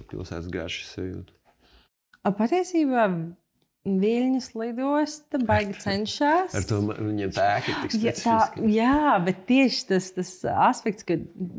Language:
Latvian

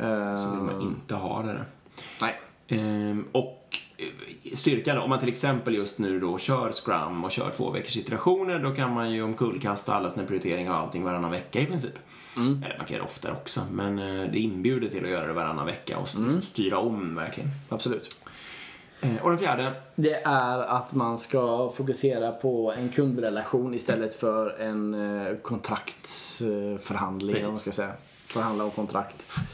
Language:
Swedish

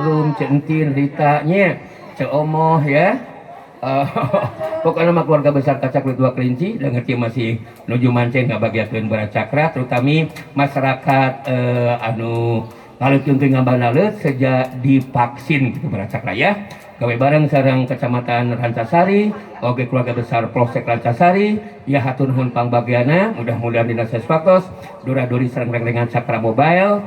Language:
Sundanese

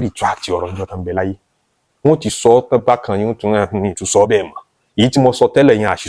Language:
Yoruba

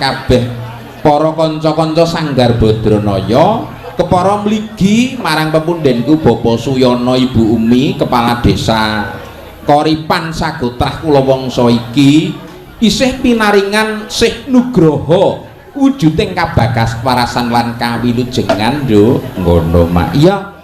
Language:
Javanese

